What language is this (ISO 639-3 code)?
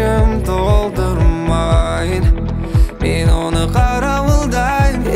kaz